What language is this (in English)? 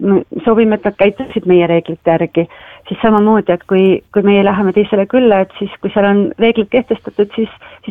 Estonian